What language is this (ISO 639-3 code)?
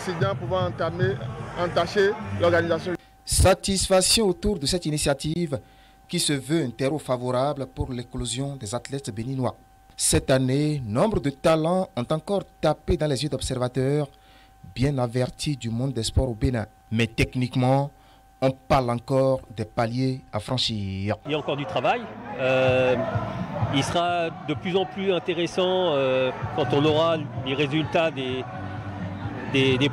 fra